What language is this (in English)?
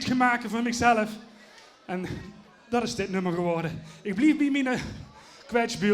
Limburgish